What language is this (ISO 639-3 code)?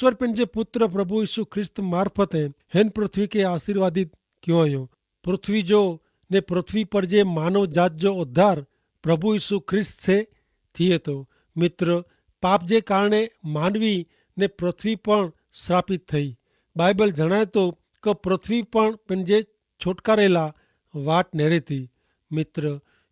kfr